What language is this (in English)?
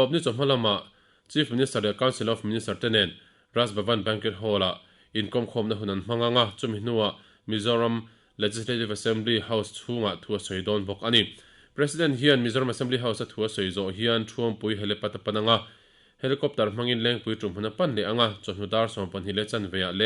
Mizo